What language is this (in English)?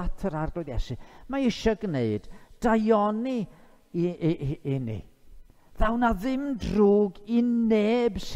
Welsh